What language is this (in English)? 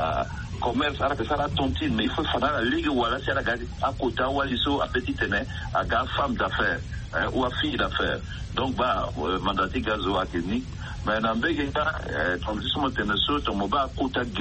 Sango